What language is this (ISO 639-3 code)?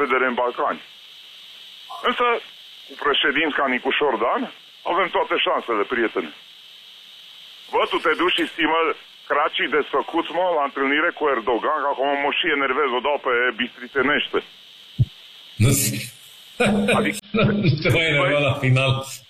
ron